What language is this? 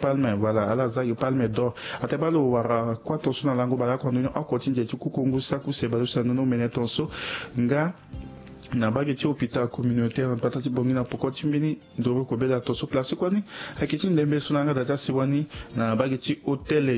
Sango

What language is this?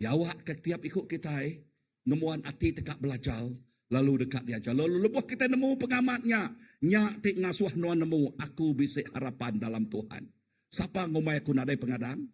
Iban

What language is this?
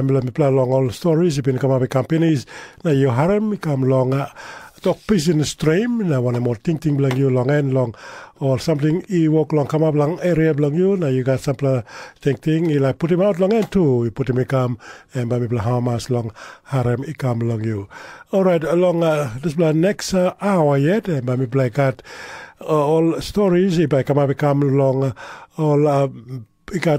Tok Pisin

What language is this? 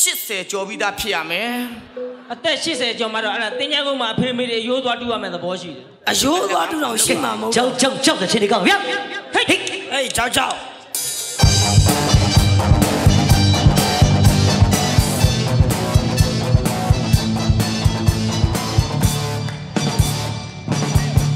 Burmese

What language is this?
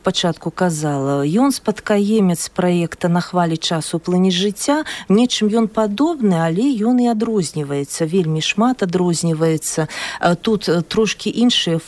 Belarusian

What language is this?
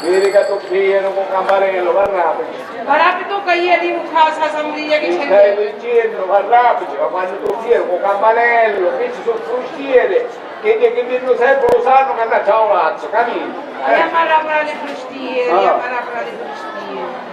Sicilian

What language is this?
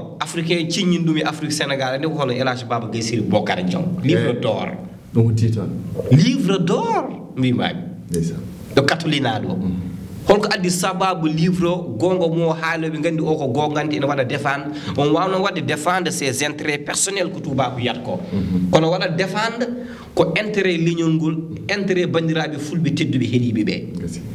Fula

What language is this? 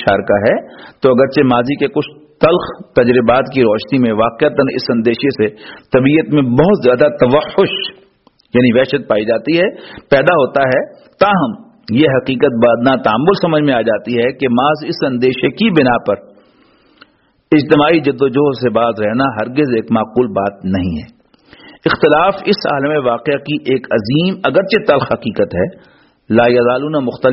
Urdu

